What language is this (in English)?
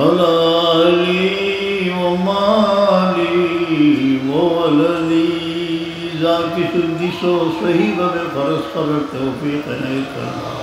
Sylheti